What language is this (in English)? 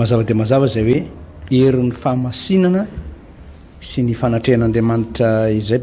Malagasy